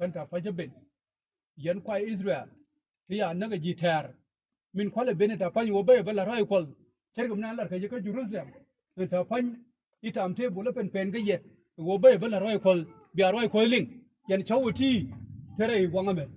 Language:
Nuer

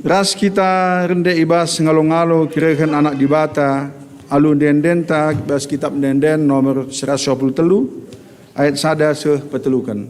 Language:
Batak Karo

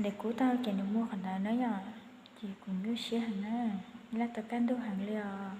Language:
Hmong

